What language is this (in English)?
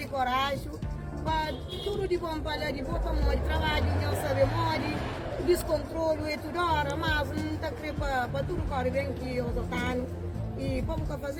Kabuverdianu